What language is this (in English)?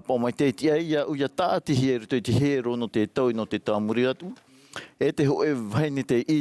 Tahitian